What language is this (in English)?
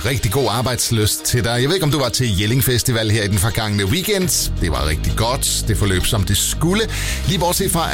Danish